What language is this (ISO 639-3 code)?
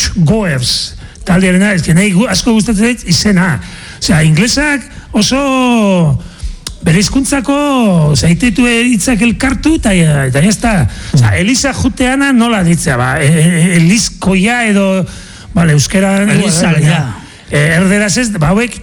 eus